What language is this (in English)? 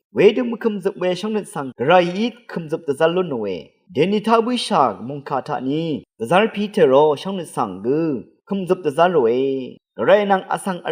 Rawang